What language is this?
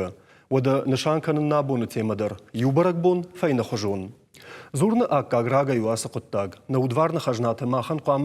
Ossetic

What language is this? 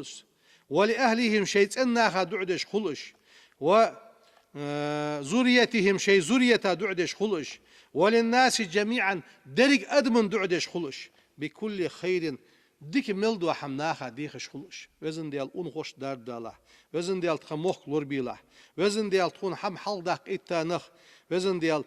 Ingush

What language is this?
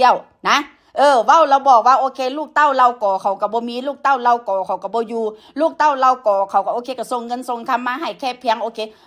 Northeastern Thai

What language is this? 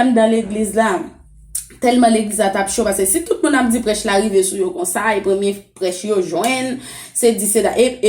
Haitian Creole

